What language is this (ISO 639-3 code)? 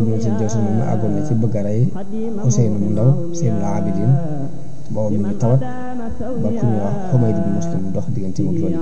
wol